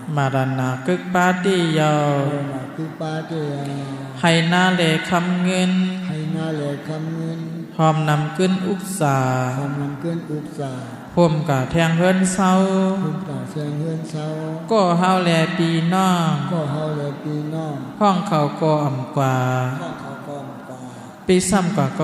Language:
Shan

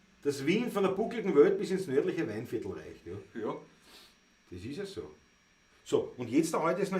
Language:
Bavarian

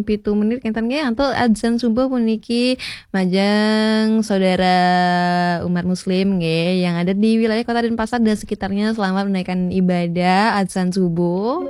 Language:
Balinese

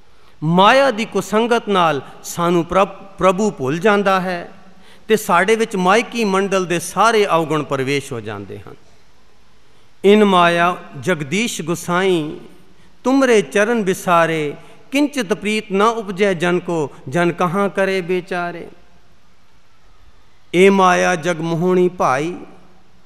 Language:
Punjabi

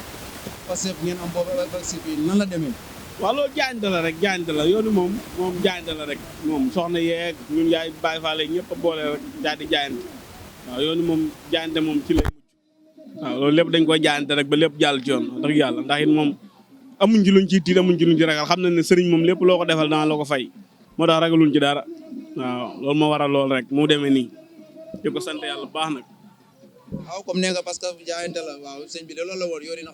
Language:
Wolof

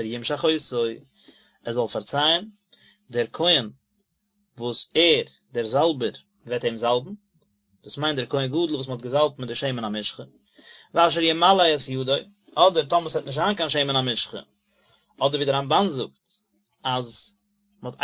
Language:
Yiddish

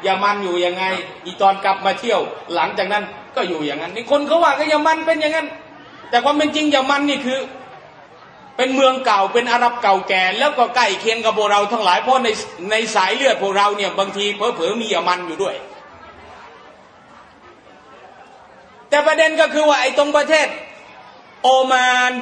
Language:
Thai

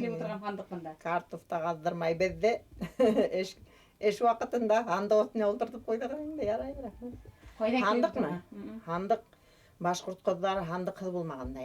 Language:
Bashkir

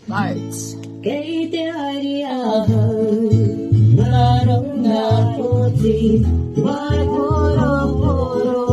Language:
Māori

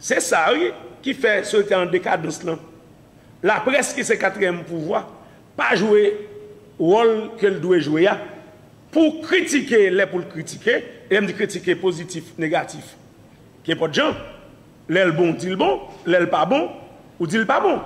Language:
Haitian Creole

